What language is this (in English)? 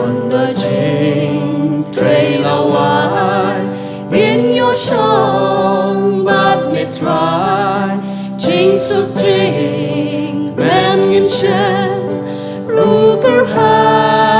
Khasi